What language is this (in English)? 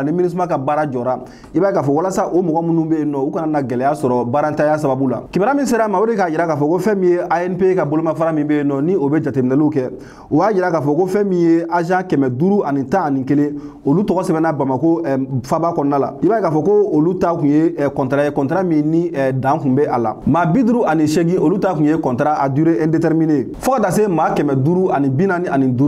Bambara